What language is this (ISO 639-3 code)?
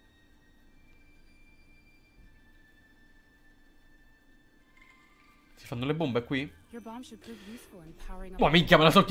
ita